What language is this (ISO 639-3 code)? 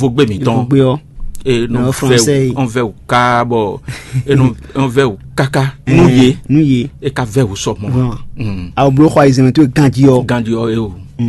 fon